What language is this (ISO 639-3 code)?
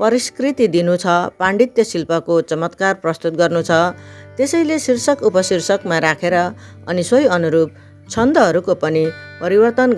nep